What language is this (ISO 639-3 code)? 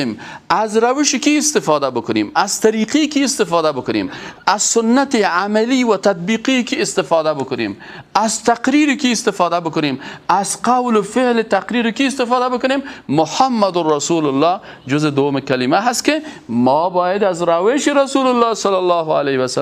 fas